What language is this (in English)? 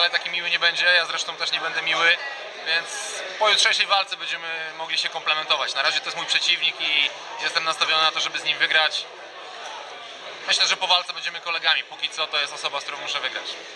Polish